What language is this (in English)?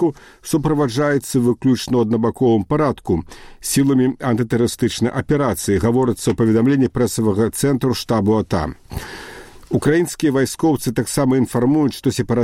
Belarusian